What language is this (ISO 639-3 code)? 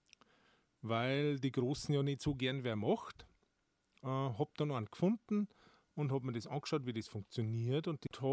deu